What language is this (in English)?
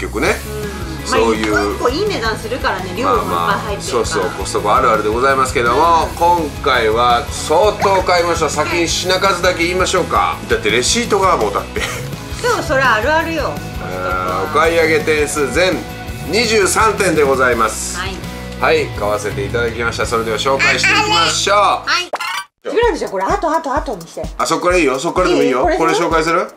Japanese